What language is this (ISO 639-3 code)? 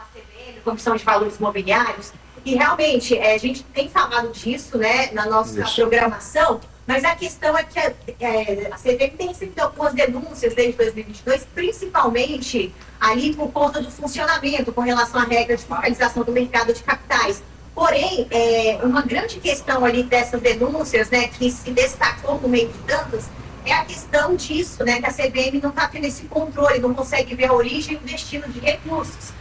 por